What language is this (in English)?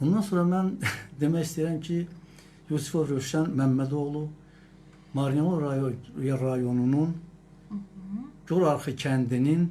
Azerbaijani